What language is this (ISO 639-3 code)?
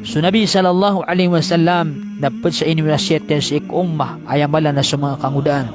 mrw